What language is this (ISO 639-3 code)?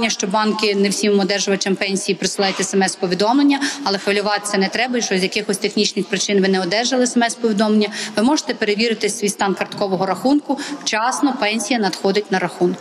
ukr